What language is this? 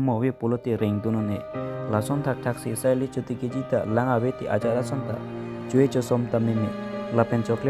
Karbi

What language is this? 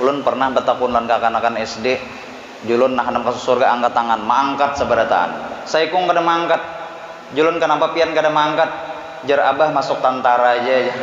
Banjar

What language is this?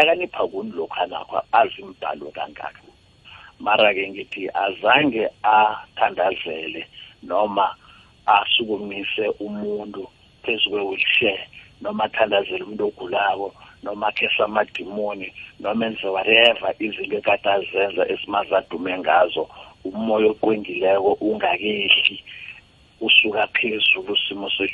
South Ndebele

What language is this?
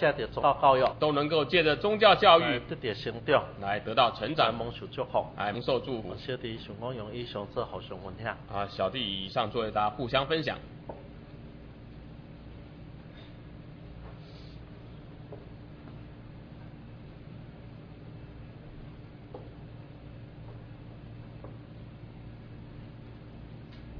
Chinese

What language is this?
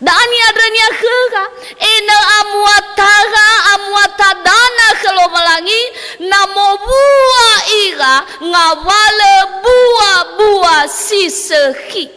Nias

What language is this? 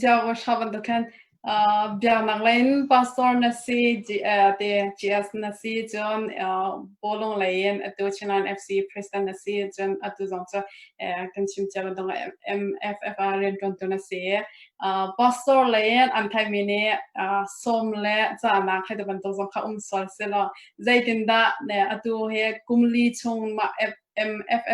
Hakha Chin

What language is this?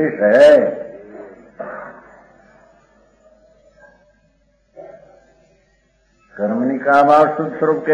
Gujarati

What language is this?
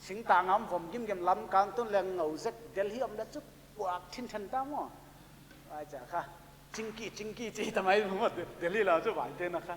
Paite Chin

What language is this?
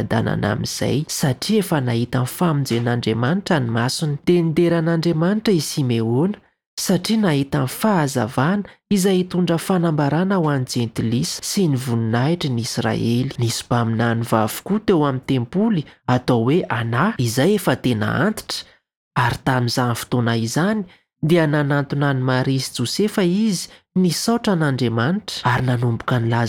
Malagasy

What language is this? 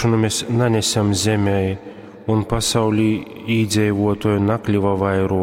Latgalian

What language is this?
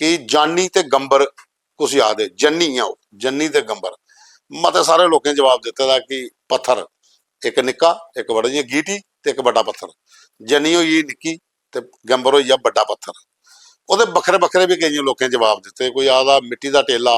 Dogri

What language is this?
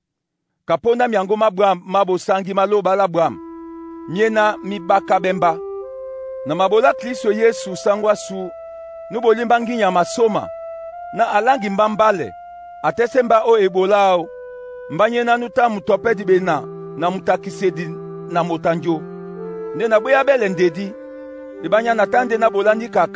Duala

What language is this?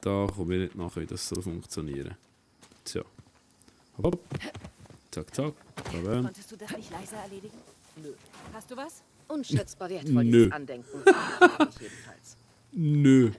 Swiss German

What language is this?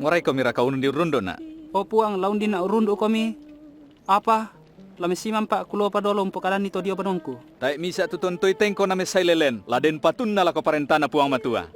Toraja-Sa'dan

